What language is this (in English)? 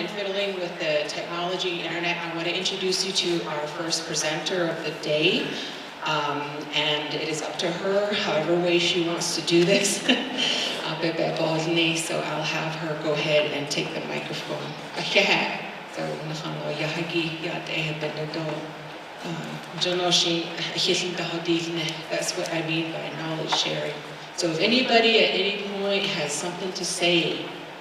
Navajo